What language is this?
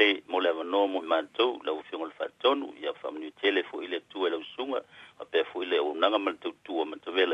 Samoan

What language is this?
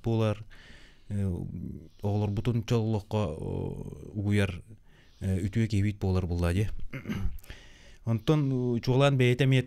Yakut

